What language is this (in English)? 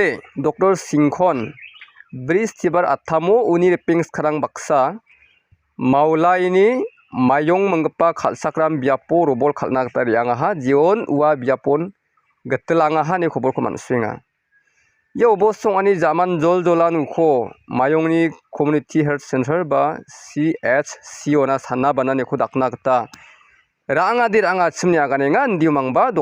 Garo